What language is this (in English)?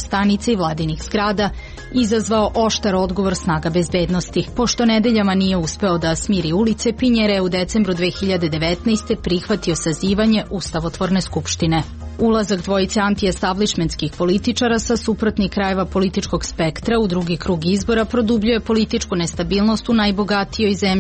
Serbian